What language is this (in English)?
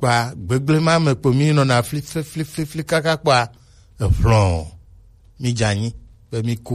Gen